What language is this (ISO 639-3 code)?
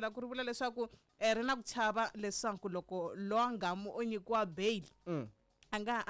tso